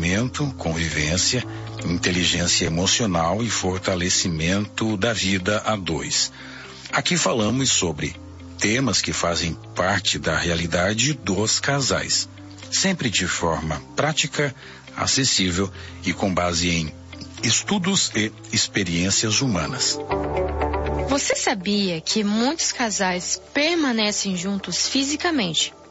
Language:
Portuguese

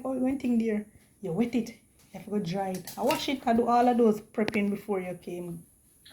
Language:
Jamaican Creole English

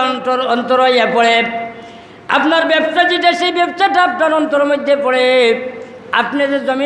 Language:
Sylheti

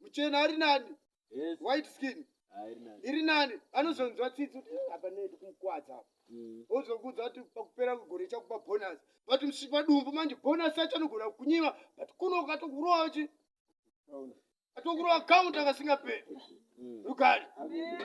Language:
Shona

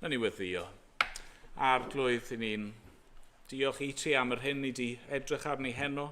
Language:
Welsh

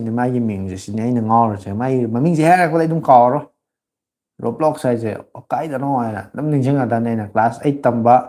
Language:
Manipuri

